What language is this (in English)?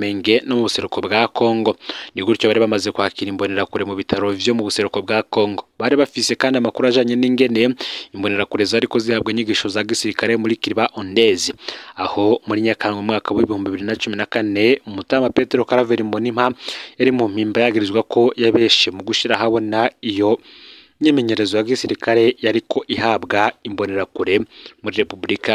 Rundi